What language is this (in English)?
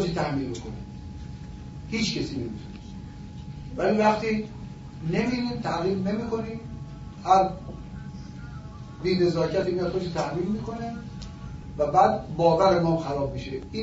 Persian